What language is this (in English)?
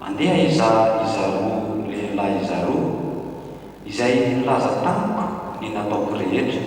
Malagasy